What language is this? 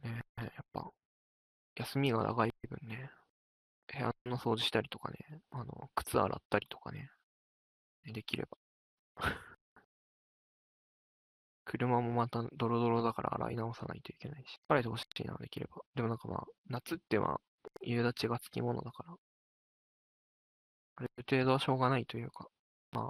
Japanese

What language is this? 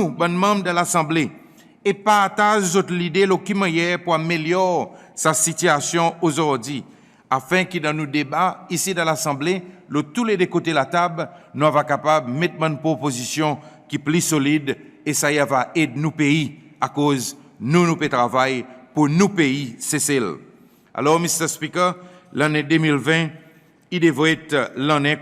Seselwa Creole French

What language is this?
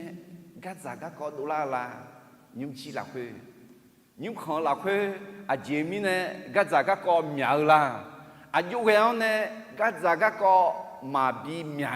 Akha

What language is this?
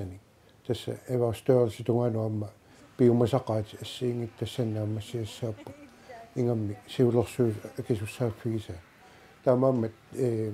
Kalaallisut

